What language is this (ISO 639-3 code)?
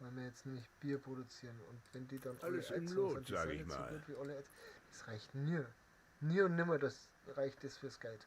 bar